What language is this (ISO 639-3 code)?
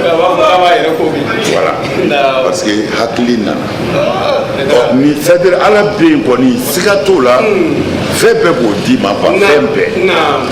bam